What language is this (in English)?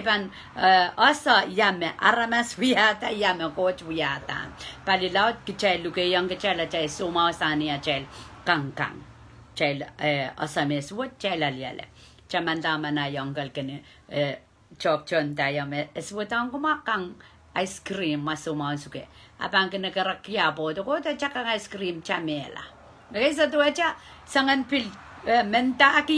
Pohnpeian